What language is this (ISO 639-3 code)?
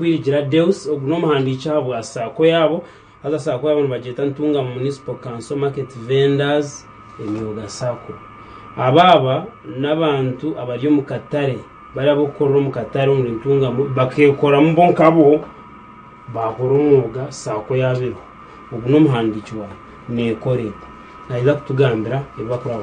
nyn